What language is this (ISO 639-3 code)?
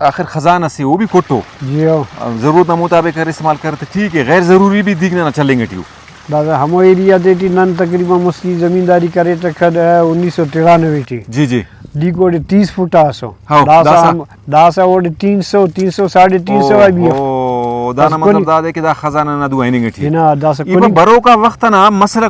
brh